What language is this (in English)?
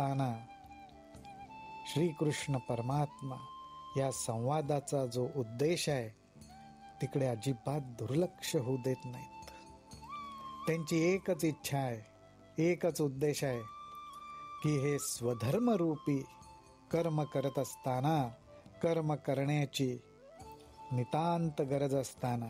Marathi